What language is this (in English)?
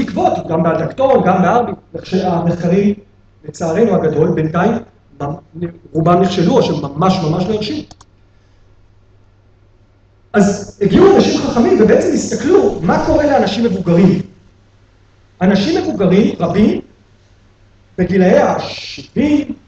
Hebrew